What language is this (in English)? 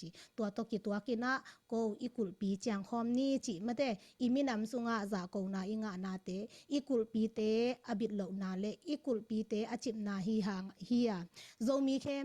Tedim Chin